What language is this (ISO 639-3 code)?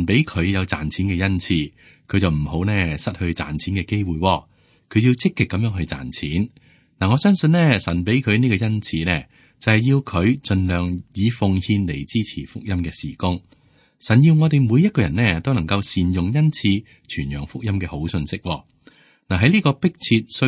yue